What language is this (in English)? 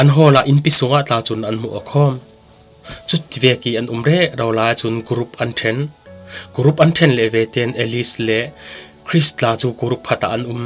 Falam Chin